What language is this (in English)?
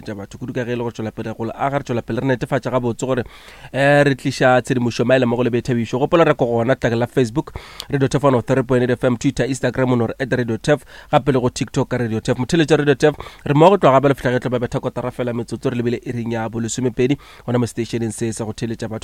Northern Sotho